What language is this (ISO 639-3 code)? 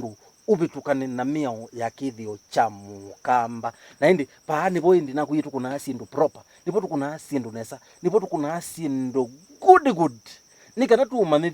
kam